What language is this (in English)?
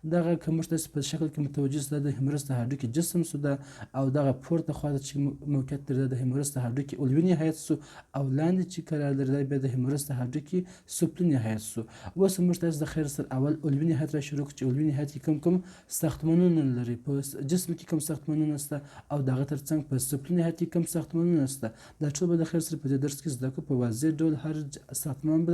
Pashto